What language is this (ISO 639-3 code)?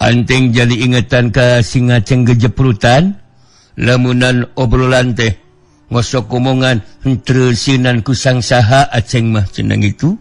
sun